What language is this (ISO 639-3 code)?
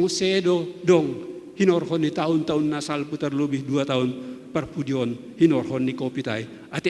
bts